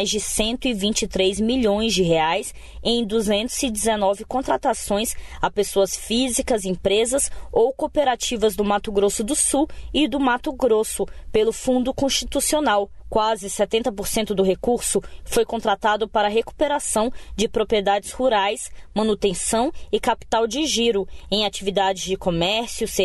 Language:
Portuguese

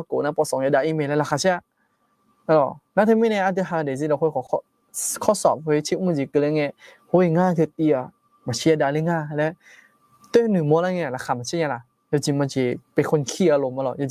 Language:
Akha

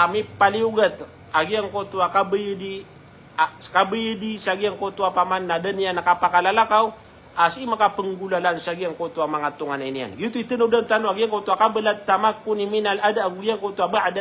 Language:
Maranao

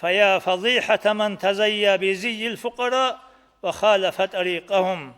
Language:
Avaric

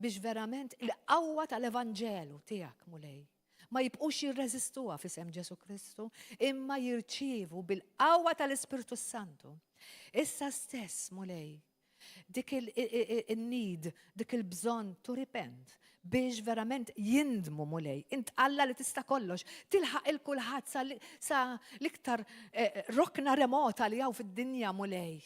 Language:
Maltese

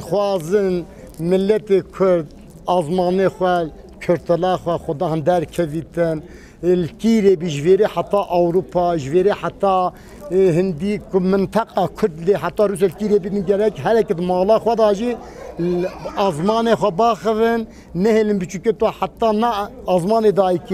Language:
Kurdish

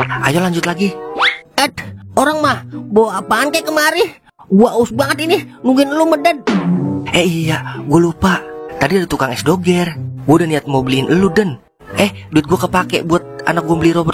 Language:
Betawi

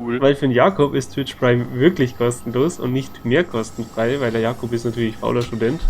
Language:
Bavarian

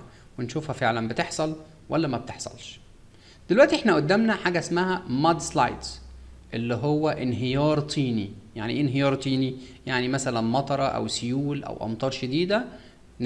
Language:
Egyptian Arabic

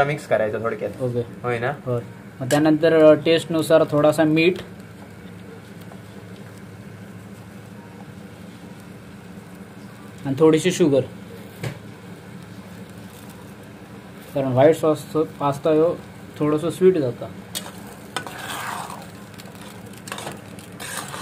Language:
Marathi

